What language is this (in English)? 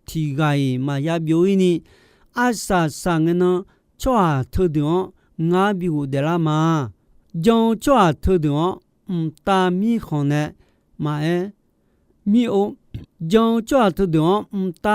Akha